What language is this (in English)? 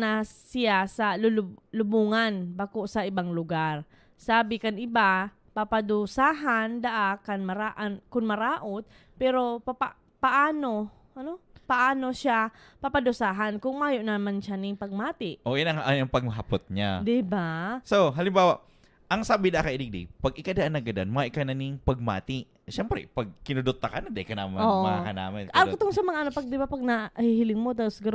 Bikol